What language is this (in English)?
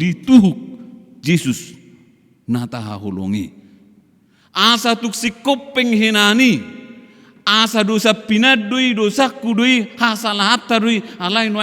Batak Toba